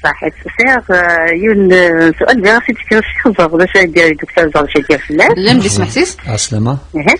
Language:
Kabyle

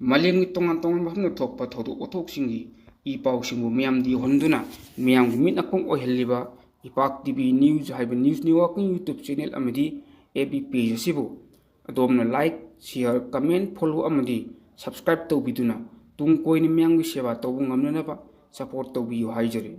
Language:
Manipuri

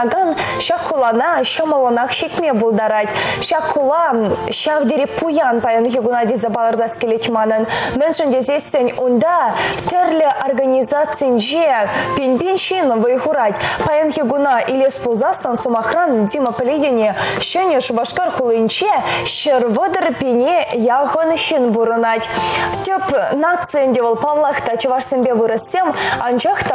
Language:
Chuvash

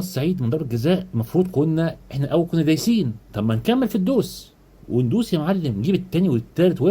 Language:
Egyptian Arabic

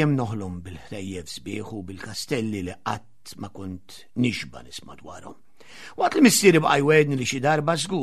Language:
Maltese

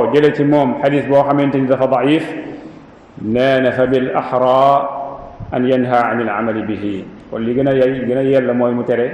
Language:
Wolof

